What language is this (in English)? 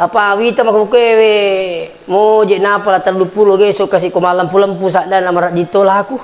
Buginese